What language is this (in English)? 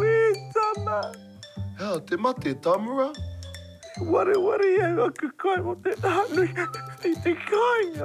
Māori